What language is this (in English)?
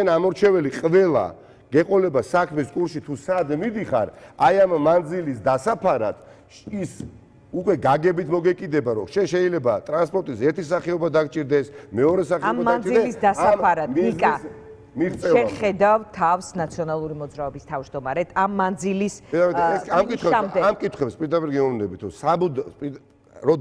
Georgian